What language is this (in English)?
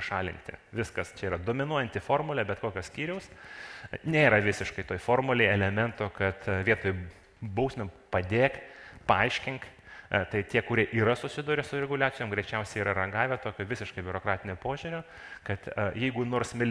Lithuanian